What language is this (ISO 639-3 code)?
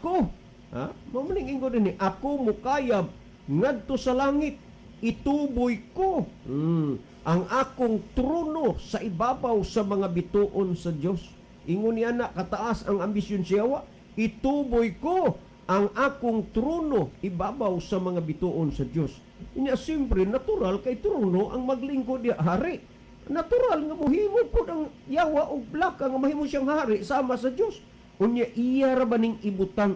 ceb